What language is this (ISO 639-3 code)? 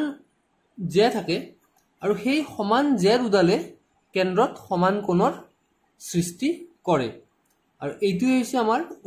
asm